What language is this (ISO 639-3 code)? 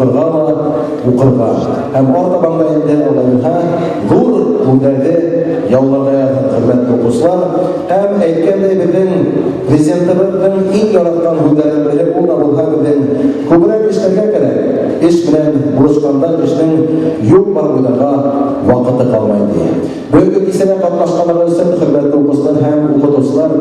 bak